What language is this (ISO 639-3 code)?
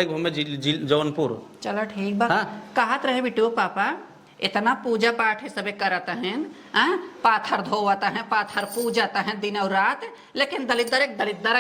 awa